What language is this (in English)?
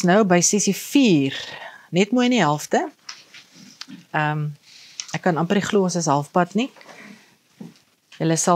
Afrikaans